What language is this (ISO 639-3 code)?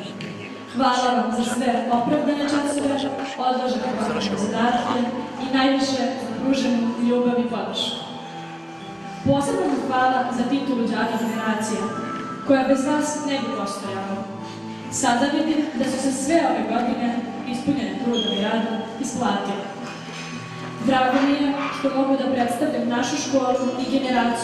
srp